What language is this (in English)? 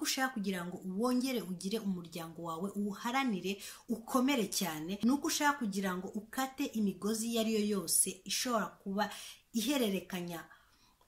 Kinyarwanda